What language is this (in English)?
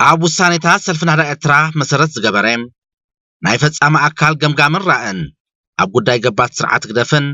Tigrinya